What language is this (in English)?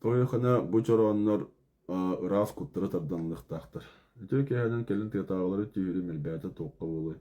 Yakut